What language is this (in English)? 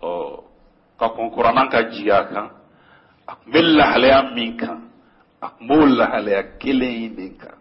Bambara